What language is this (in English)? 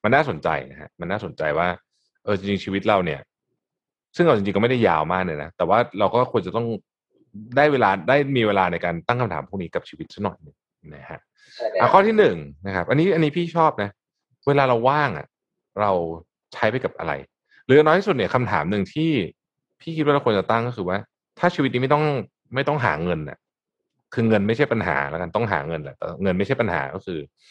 Thai